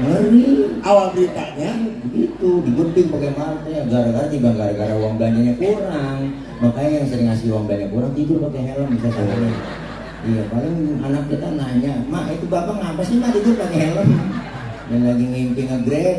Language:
Betawi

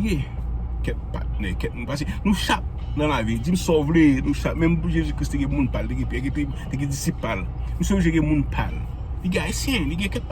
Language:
Haitian Creole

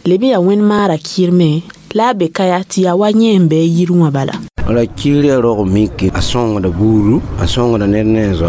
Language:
Mossi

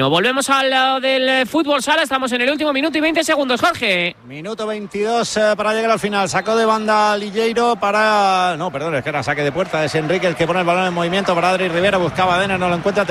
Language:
Spanish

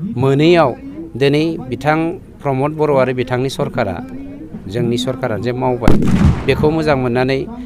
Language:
Bodo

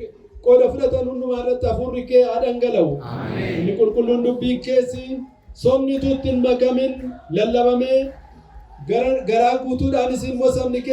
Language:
Oromo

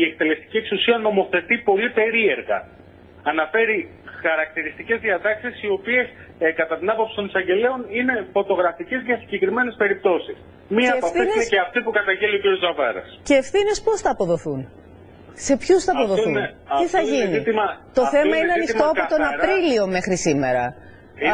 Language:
Greek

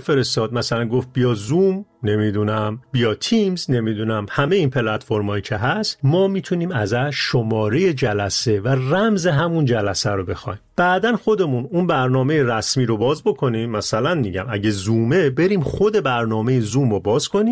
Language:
Persian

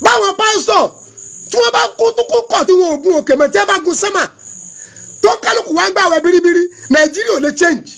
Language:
Yoruba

